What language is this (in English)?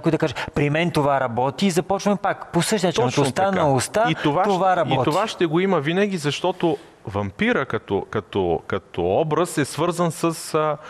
Bulgarian